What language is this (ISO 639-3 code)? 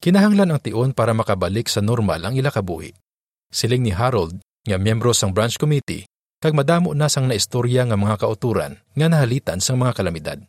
hil